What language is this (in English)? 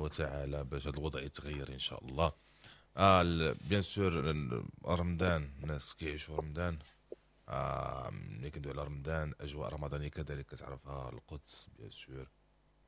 Moroccan Arabic